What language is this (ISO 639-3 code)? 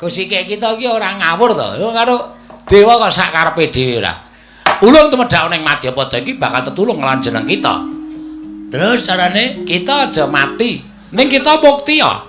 jav